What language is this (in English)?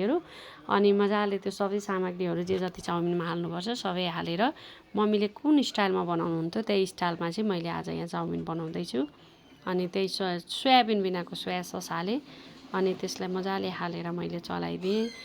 Nepali